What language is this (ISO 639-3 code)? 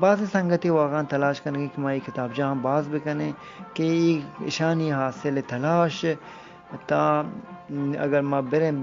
bgp